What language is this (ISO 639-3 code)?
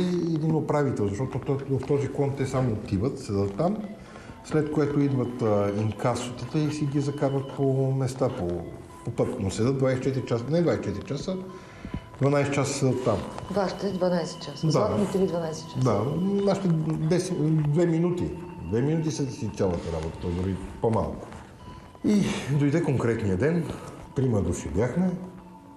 bul